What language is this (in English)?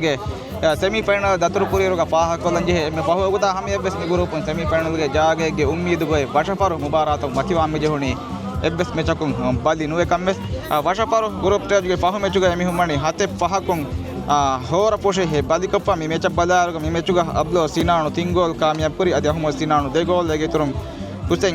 Divehi